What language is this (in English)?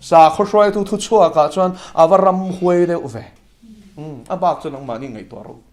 Mizo